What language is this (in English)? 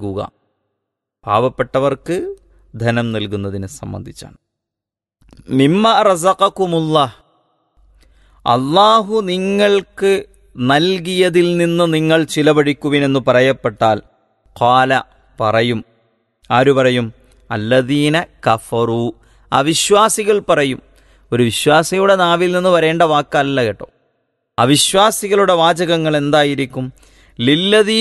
Malayalam